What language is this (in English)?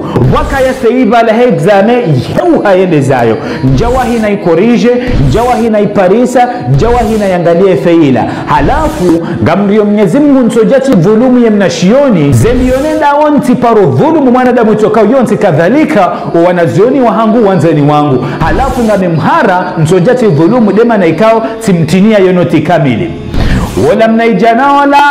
Ngazidja Comorian